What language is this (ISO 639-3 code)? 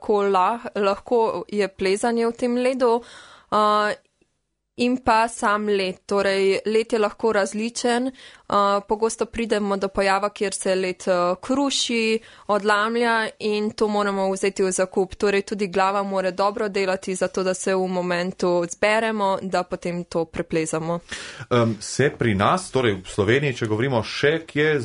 slv